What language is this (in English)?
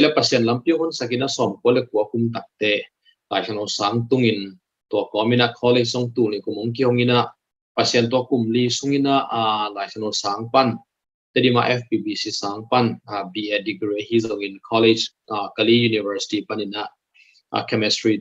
Tedim Chin